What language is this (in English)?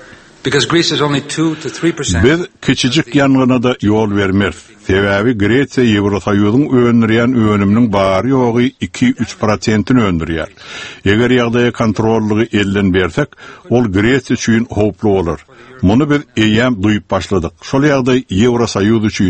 Turkmen